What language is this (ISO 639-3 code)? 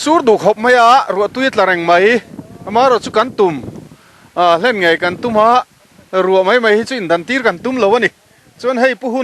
lus